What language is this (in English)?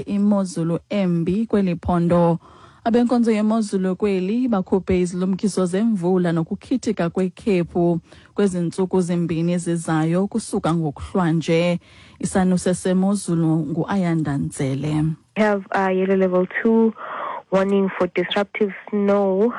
Xhosa